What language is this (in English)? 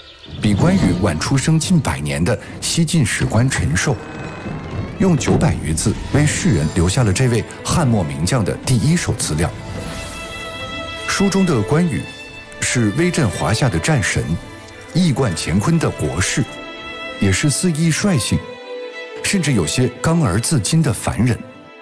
Chinese